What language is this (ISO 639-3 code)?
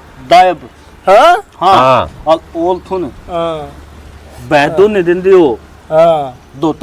bgc